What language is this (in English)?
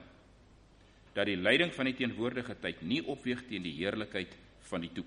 Afrikaans